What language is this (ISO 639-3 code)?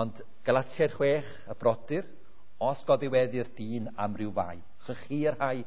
cym